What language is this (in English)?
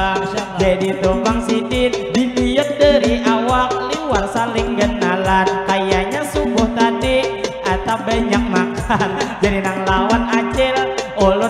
Banjar